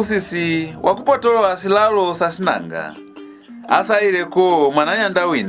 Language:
Lozi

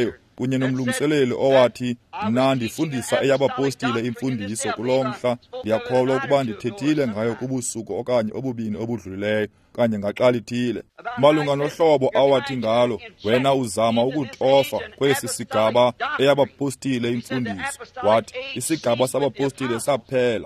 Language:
Xhosa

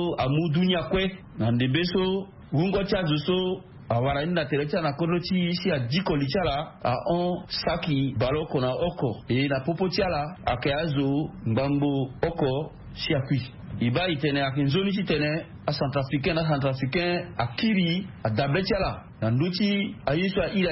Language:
Sango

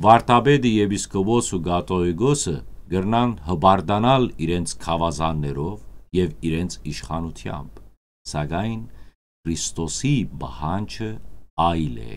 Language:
Western Armenian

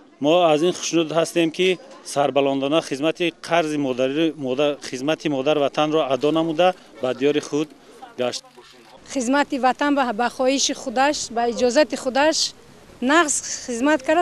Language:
Tajik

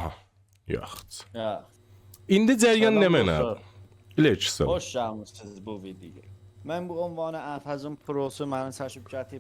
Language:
South Azerbaijani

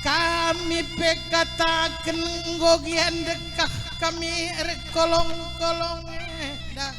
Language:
Batak Karo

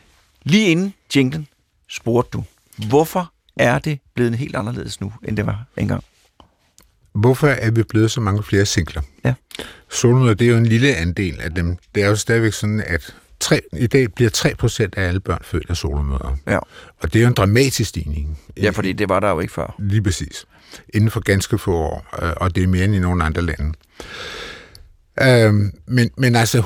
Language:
Danish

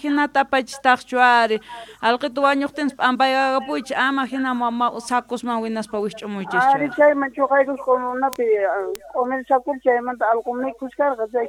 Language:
South Bolivian Quechua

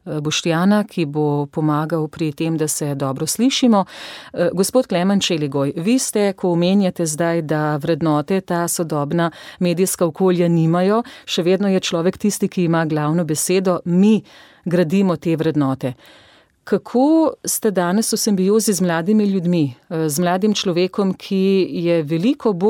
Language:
Slovenian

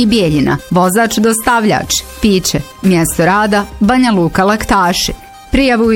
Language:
Bosnian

